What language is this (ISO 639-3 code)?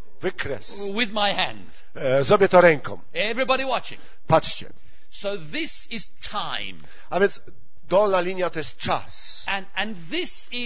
pol